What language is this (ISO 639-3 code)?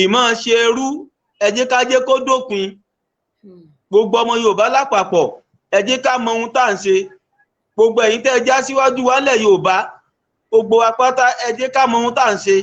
yor